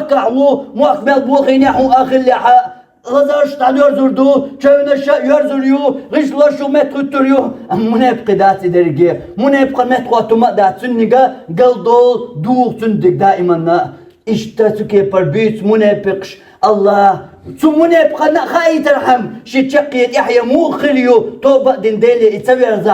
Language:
Chechen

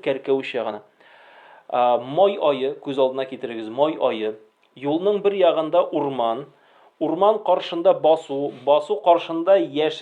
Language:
Tatar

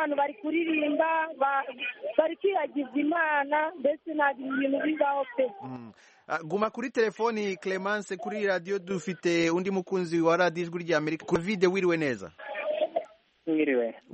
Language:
Kinyarwanda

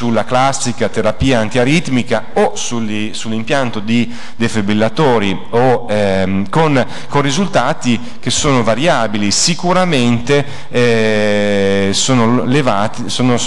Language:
Italian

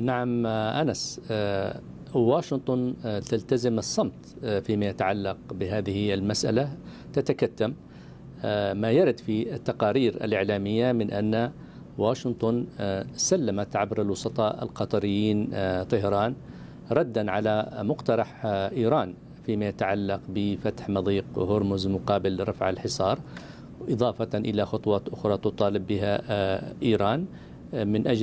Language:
Arabic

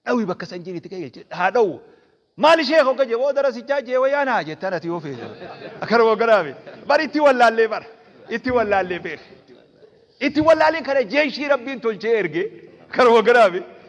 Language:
Oromo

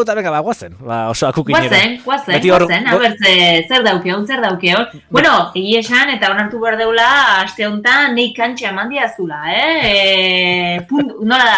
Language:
Basque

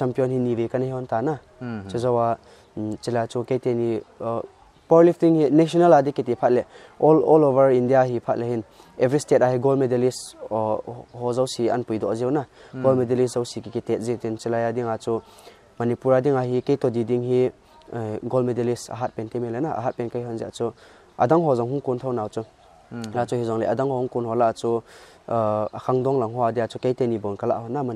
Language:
Paite Chin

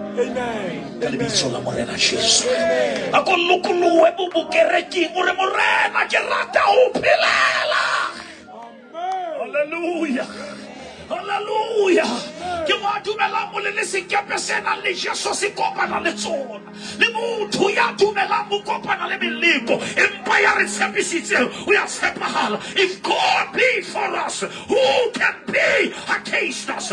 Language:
Southern Sotho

